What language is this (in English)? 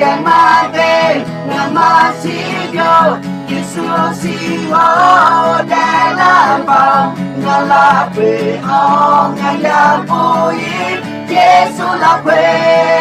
Akha